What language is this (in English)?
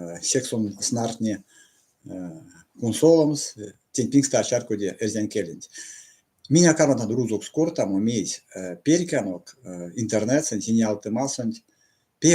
Erzya